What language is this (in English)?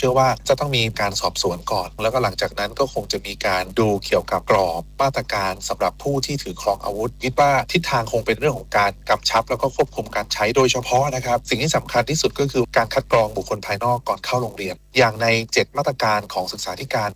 Thai